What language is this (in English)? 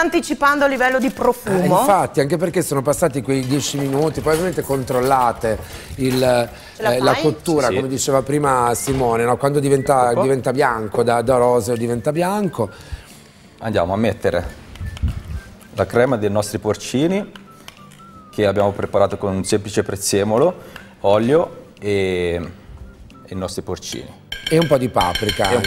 Italian